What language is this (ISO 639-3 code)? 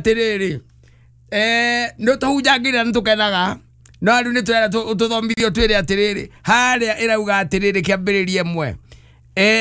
kik